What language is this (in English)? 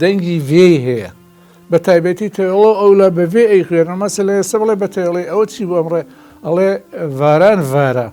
Central Kurdish